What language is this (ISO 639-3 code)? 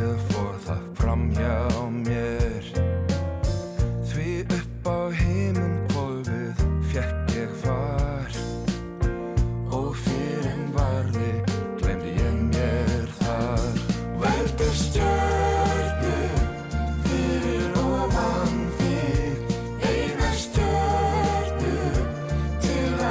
isl